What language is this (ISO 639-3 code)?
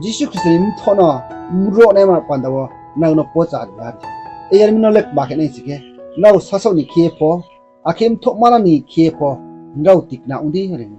ria